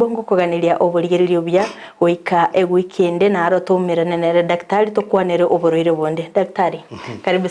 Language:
Gusii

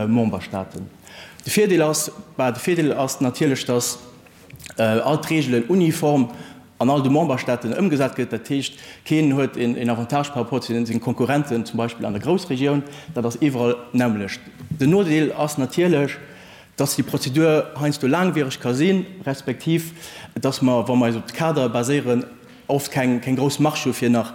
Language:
Luxembourgish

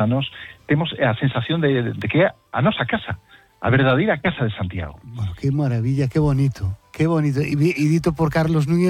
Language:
Galician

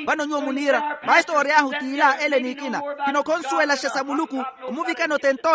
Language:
Makhuwa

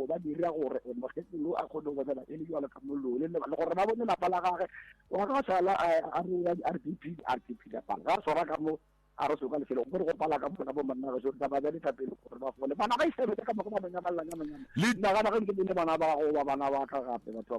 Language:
Northern Sotho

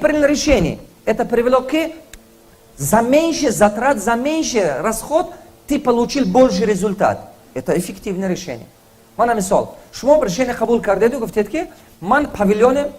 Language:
Tajik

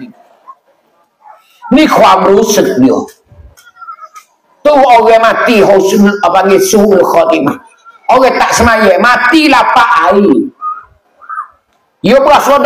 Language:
Malay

